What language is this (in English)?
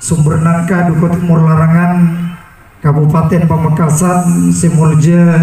Madurese